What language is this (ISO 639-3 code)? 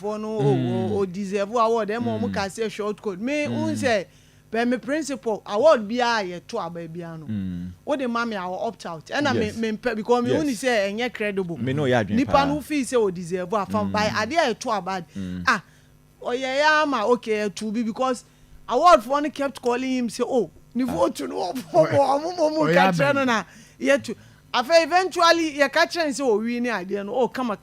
aka